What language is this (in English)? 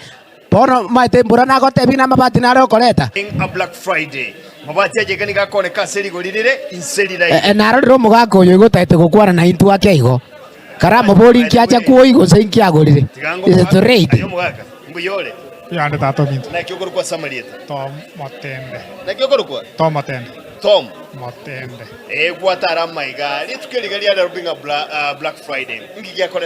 Gusii